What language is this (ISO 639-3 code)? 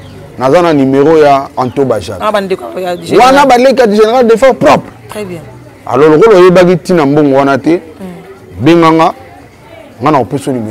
lin